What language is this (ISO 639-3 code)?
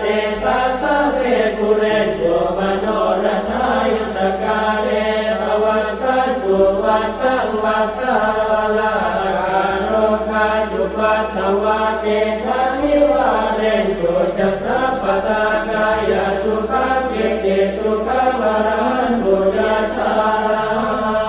pli